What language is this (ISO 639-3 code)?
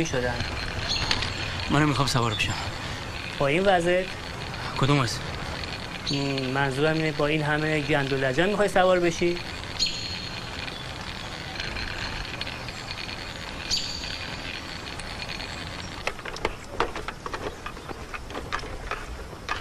fas